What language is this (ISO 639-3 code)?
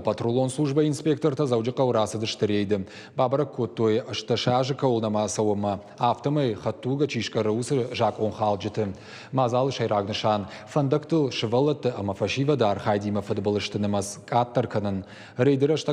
oss